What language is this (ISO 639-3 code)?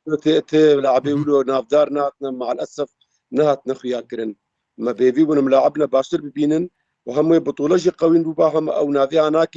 kur